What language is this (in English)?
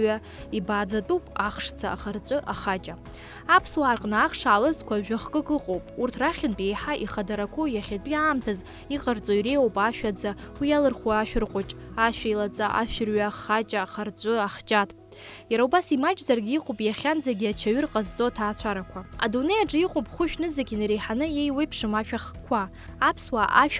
Abkhazian